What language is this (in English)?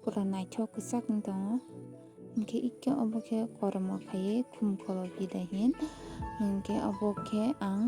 Kok Borok